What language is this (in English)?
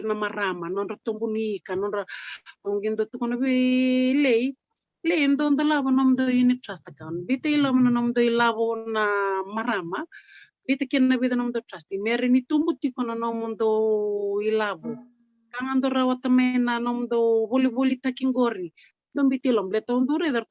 Fijian